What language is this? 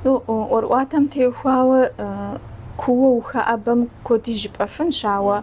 Kabardian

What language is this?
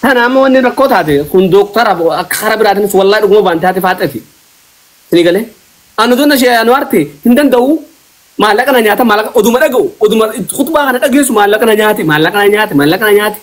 Oromo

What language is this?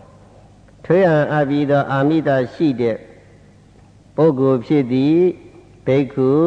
Burmese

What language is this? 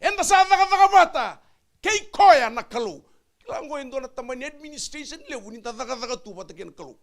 Fijian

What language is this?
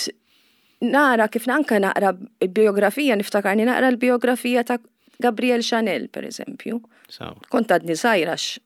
Maltese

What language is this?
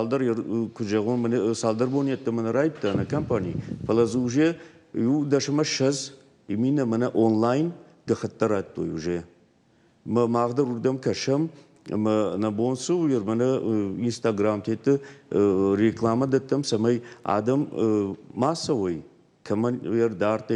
Ossetic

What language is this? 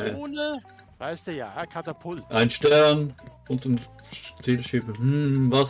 Swiss German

